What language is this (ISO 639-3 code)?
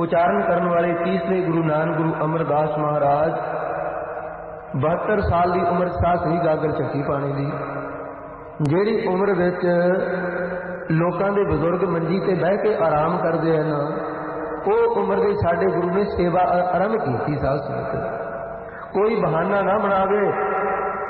pan